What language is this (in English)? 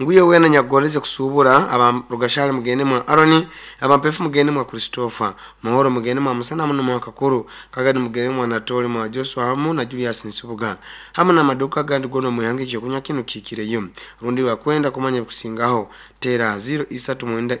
Nyoro